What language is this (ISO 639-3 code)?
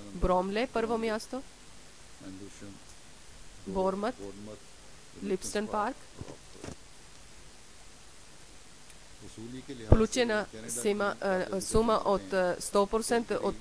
bul